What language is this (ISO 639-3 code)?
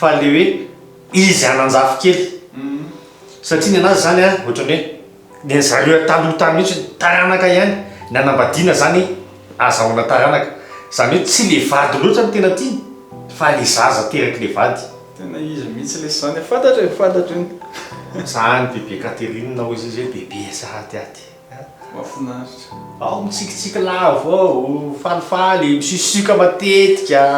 mlg